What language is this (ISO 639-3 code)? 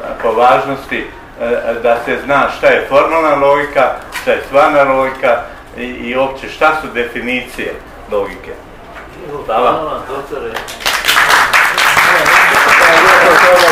hrv